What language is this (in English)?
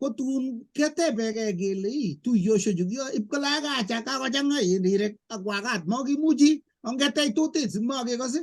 Kalenjin